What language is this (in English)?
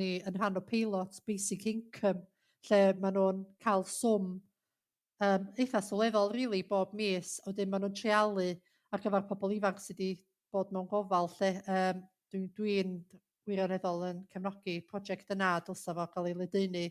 Welsh